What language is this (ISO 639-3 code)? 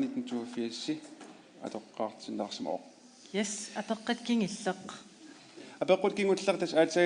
kal